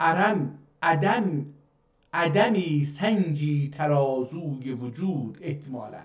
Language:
South Azerbaijani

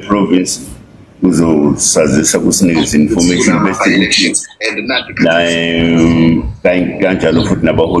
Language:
Zulu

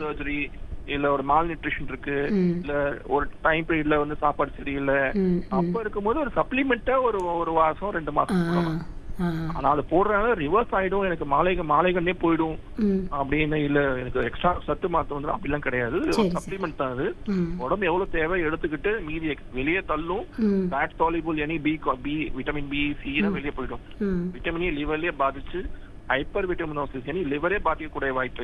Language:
Tamil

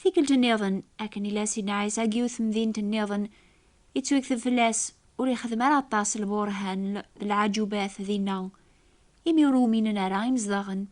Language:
Kabyle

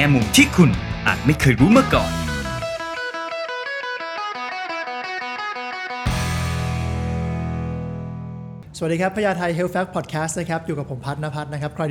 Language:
Thai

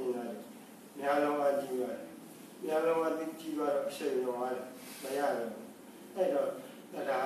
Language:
Burmese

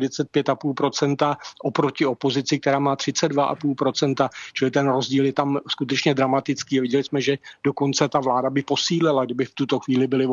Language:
Czech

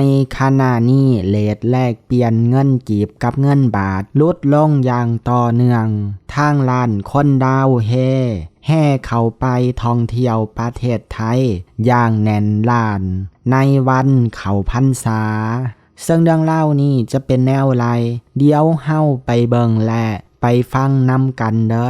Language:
Lao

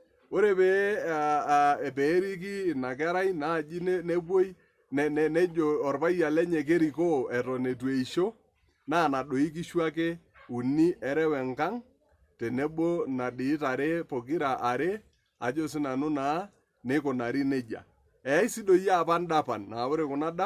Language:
Masai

